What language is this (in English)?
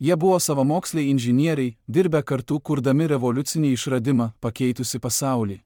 Lithuanian